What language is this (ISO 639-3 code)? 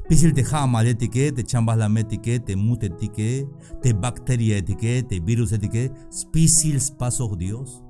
tzh